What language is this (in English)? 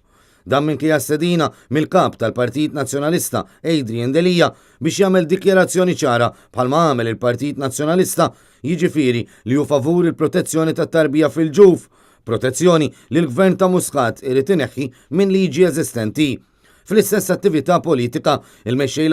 Maltese